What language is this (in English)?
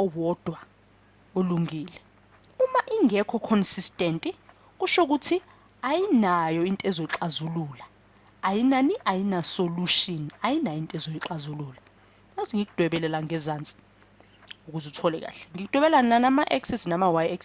Zulu